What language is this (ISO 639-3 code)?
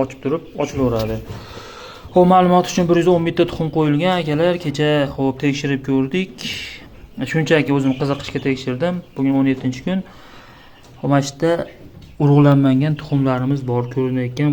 uzb